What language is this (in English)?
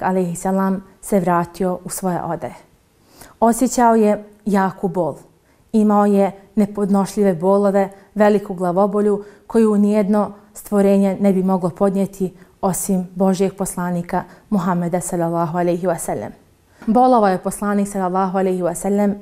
Bosnian